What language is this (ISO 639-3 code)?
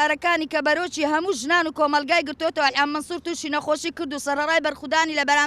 ckb